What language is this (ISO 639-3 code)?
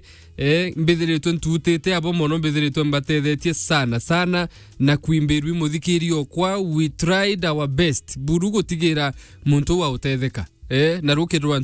mer